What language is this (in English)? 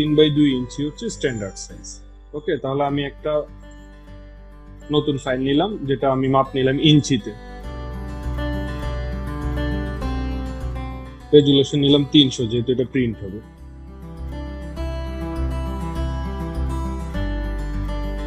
Bangla